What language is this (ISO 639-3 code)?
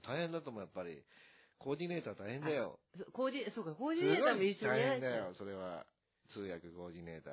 jpn